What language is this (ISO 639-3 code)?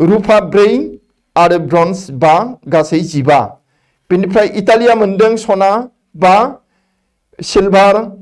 brx